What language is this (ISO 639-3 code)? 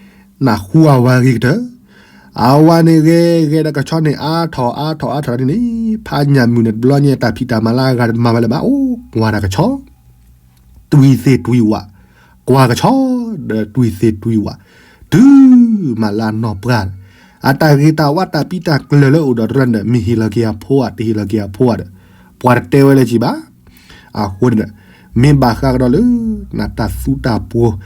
ksw